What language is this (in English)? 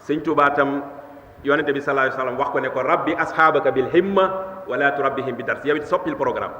Wolof